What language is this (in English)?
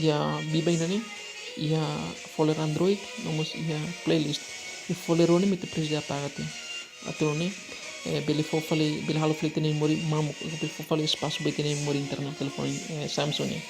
Tetum